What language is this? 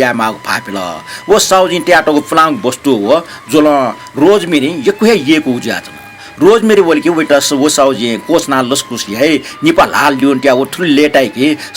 Newari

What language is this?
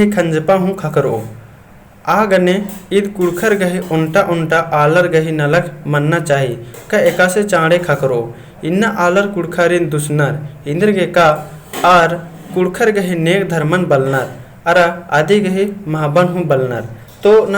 Kurukh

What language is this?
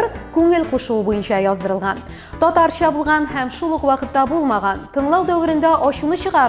Tatar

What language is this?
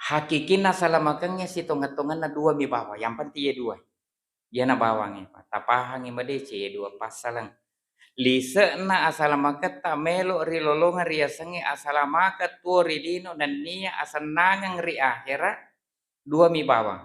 Buginese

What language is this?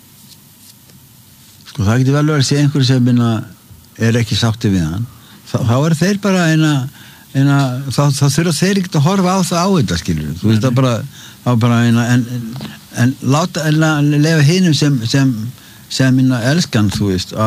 Icelandic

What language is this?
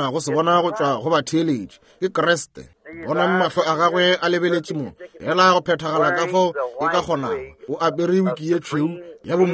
Northern Sotho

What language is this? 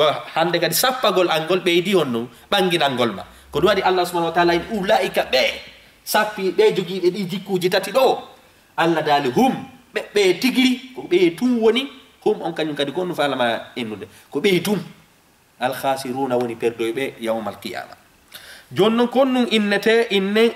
Fula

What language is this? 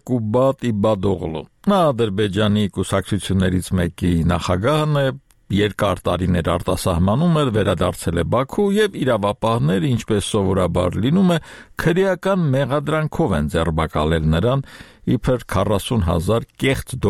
Armenian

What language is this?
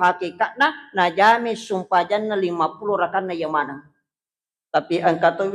Buginese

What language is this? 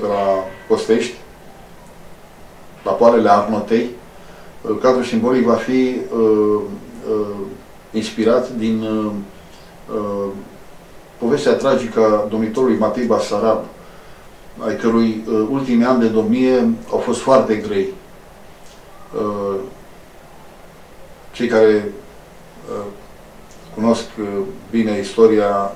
Romanian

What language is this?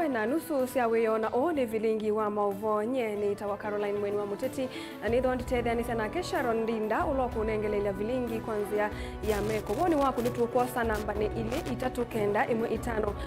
Kamba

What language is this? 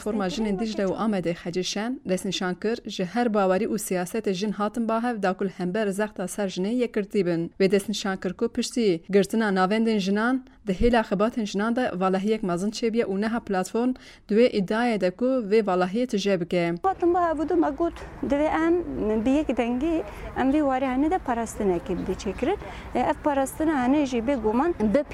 Kurdish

